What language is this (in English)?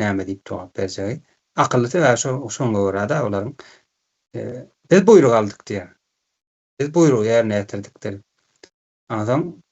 Turkmen